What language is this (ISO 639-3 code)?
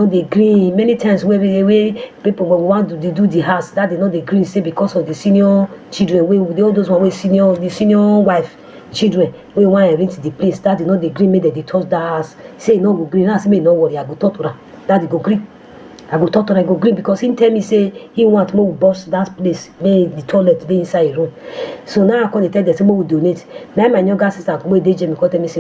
pcm